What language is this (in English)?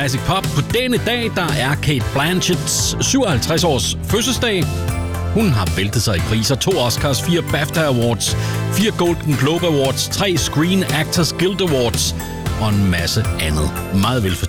Danish